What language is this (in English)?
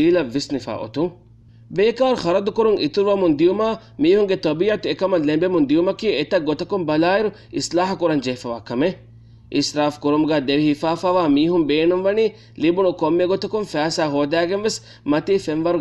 Divehi